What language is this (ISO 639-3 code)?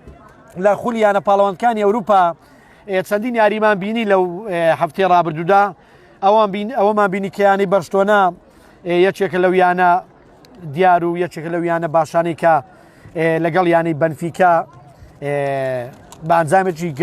ckb